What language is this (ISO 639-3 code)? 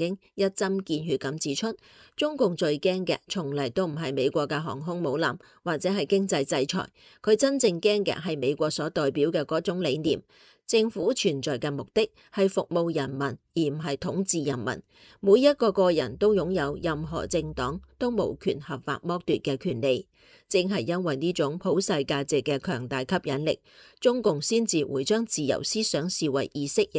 yue